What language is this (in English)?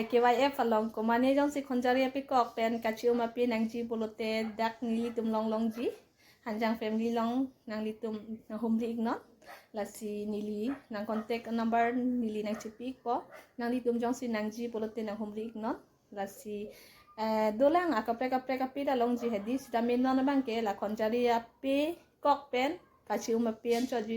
Karbi